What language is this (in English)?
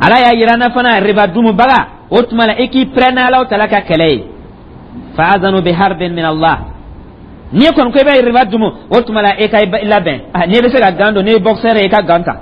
Dyula